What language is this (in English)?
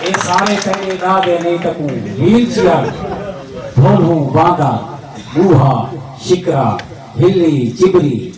Saraiki